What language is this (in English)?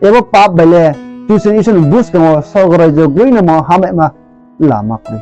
Riang (India)